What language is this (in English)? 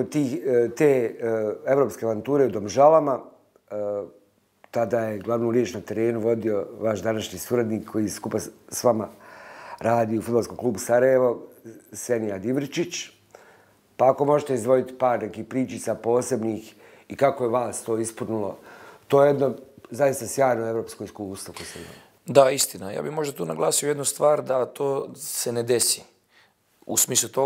Bosnian